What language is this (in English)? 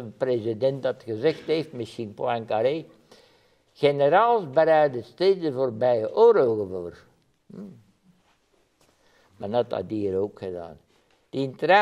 Dutch